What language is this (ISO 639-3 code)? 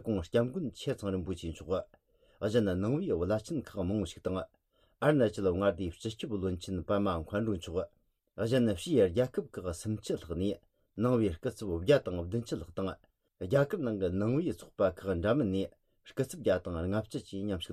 bod